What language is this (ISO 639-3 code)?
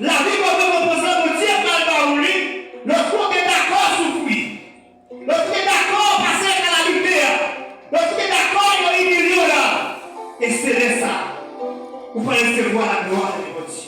hat